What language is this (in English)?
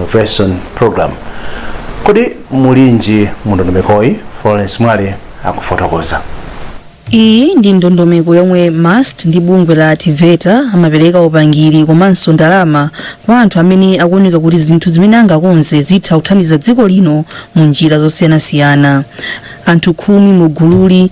Nyanja